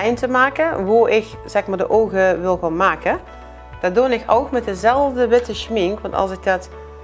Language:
Limburgish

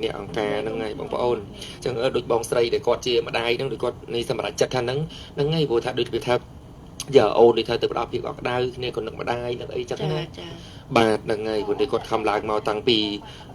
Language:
Khmer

